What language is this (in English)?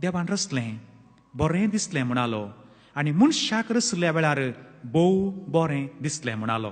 Konkani